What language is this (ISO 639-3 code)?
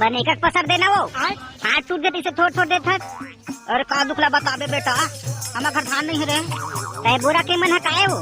hne